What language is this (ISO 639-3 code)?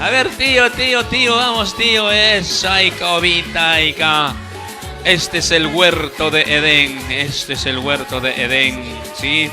qug